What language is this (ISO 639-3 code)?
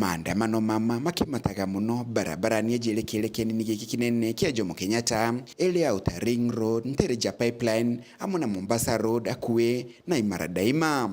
mer